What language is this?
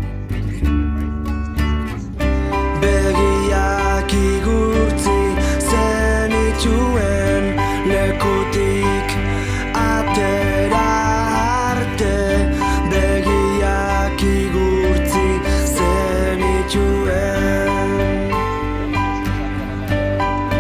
Basque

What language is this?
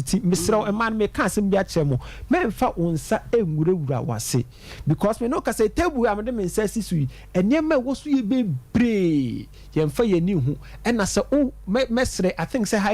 Akan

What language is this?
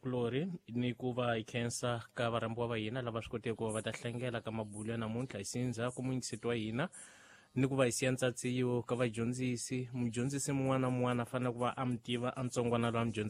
Tsonga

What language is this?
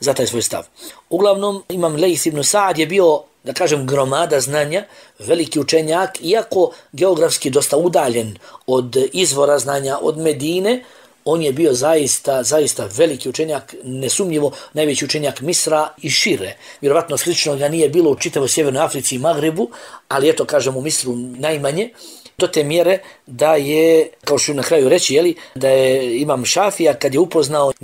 Bosnian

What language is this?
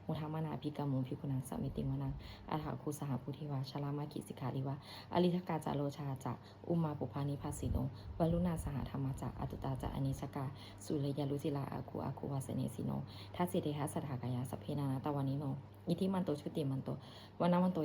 Pali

